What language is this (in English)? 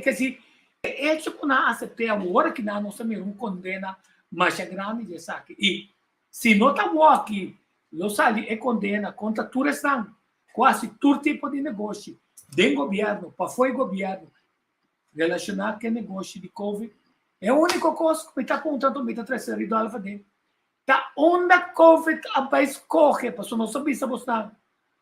Papiamento